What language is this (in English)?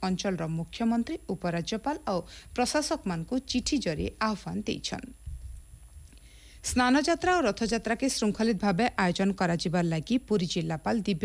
Odia